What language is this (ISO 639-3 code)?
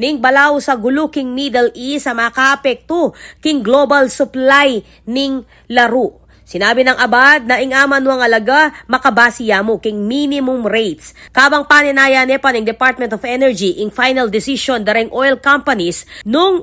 pam